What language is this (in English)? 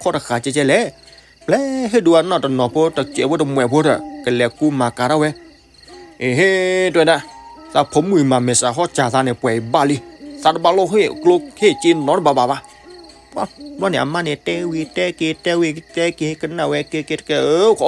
S'gaw Karen